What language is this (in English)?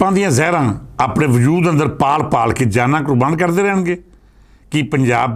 Western Panjabi